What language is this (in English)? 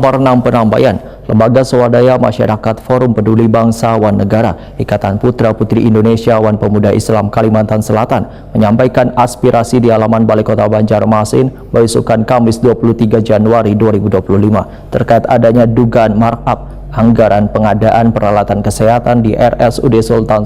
Banjar